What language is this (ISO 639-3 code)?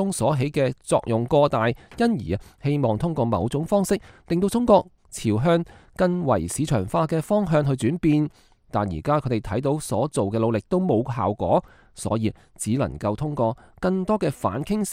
yue